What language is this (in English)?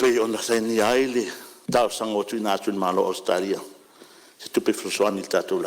Samoan